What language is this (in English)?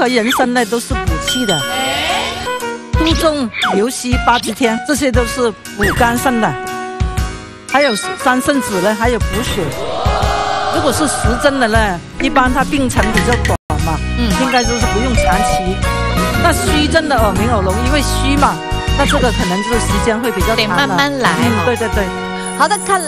Chinese